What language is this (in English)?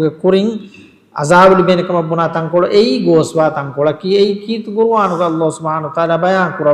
Divehi